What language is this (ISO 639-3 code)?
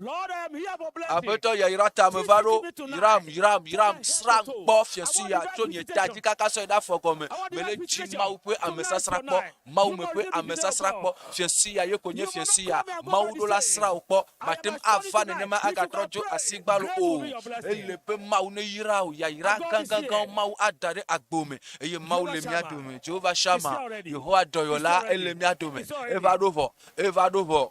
ewe